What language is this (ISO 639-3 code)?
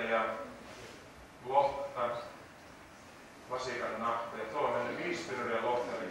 fin